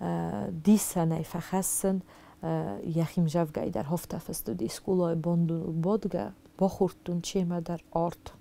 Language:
Ossetic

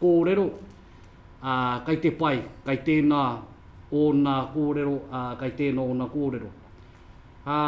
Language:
Māori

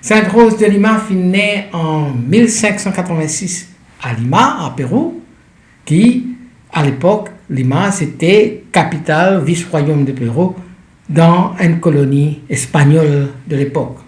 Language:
Morisyen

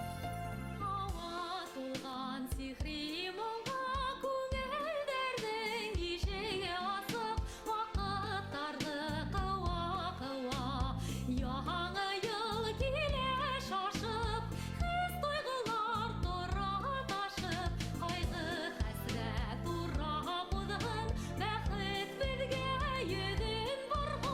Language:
Bashkir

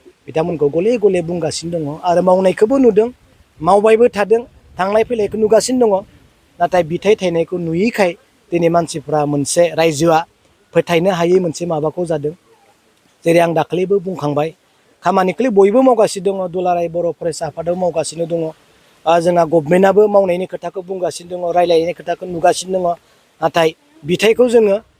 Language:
Bodo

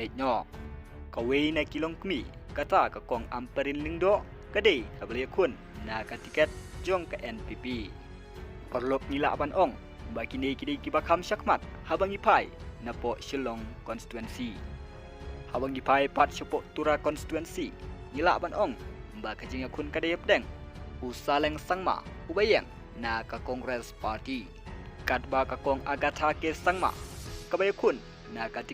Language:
Khasi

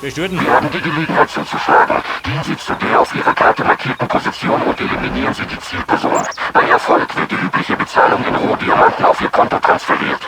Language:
Bavarian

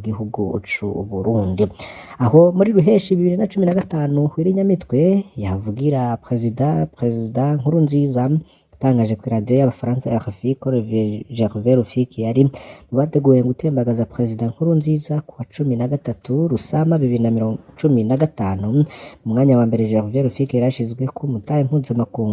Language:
Rundi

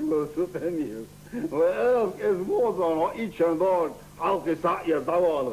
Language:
Chechen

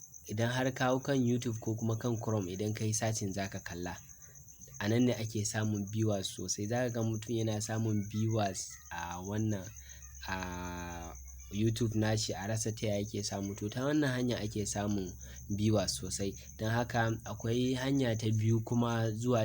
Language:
Hausa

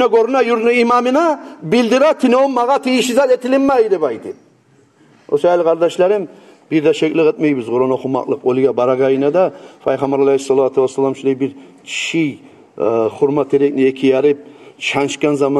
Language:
Kumyk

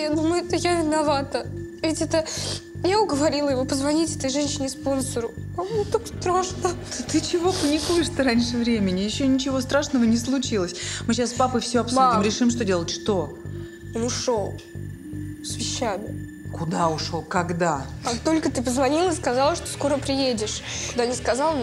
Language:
Russian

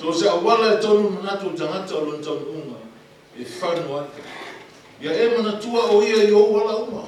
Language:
Samoan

